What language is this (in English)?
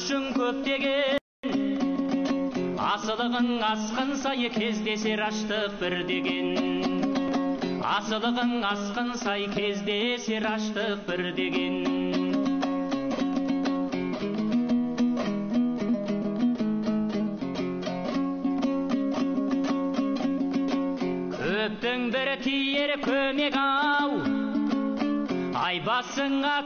Kazakh